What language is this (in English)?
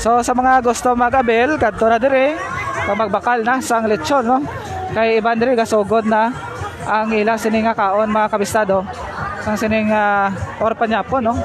Hiligaynon